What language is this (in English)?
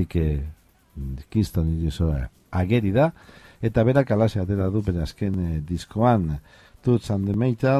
Basque